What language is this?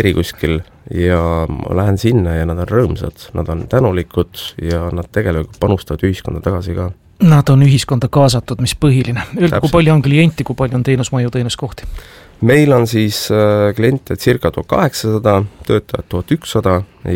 Estonian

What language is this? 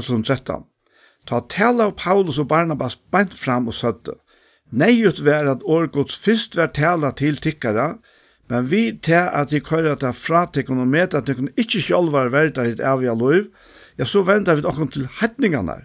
Faroese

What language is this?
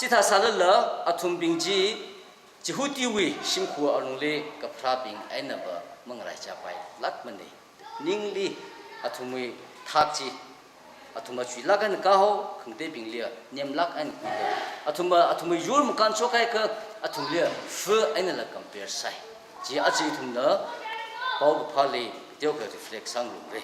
Tangkhul Naga (India)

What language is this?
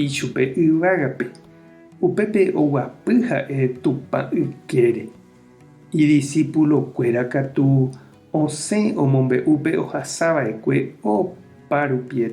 Guarani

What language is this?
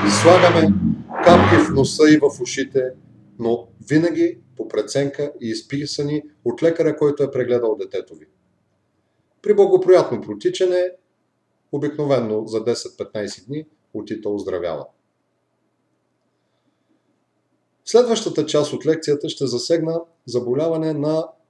Bulgarian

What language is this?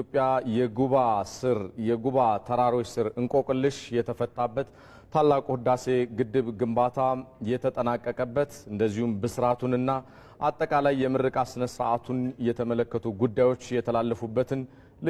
Amharic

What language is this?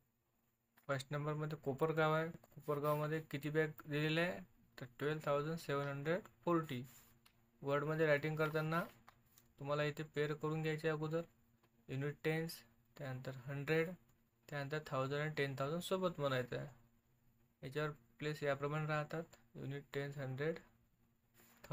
Marathi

